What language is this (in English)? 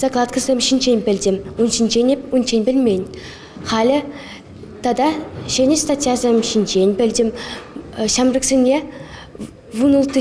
Chuvash